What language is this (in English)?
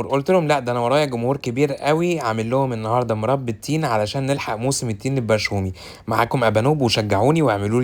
Egyptian Arabic